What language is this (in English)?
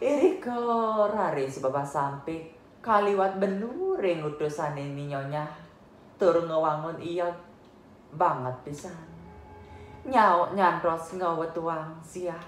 Balinese